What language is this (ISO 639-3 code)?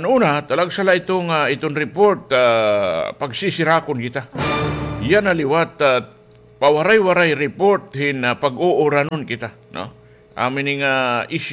war